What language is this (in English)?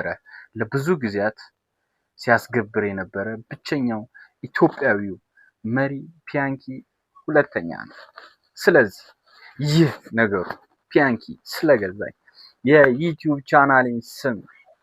Amharic